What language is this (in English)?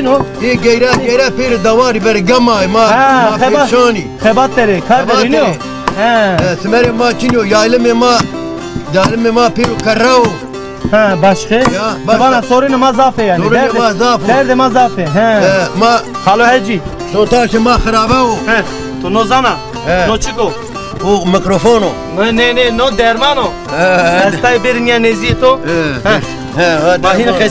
Zaza